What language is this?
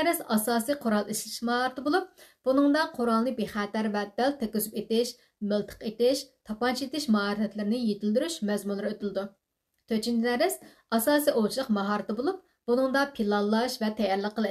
Uyghur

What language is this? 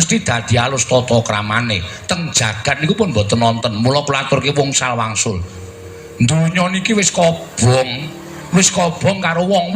Javanese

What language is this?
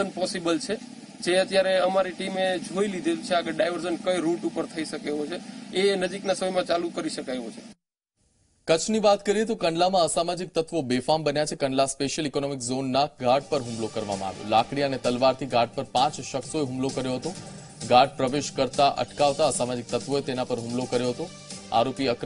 Gujarati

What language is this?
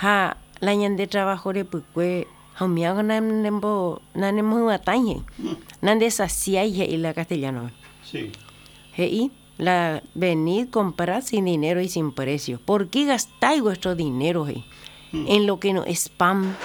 Guarani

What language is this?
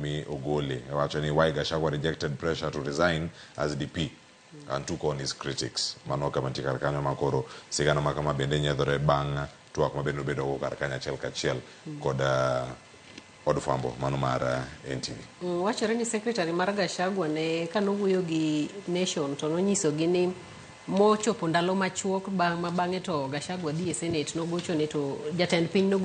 Luo (Kenya and Tanzania)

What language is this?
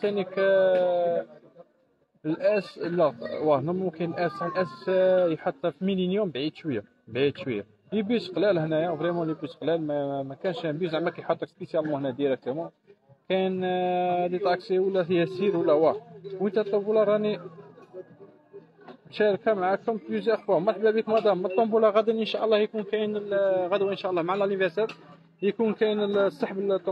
Algerian Arabic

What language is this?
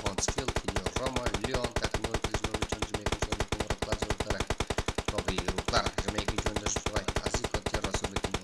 Kara-Kalpak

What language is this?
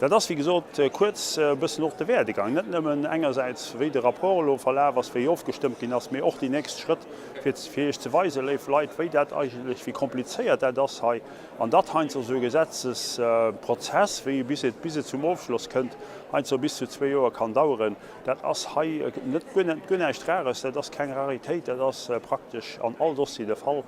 Luxembourgish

